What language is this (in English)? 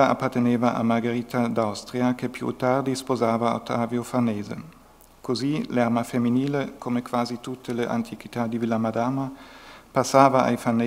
Italian